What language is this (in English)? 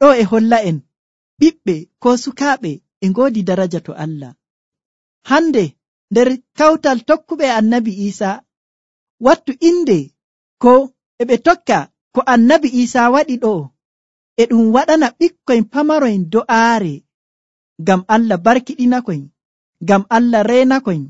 Nigerian Fulfulde